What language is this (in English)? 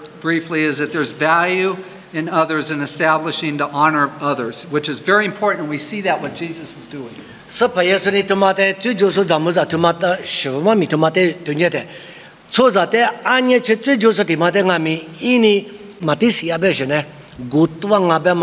Lisu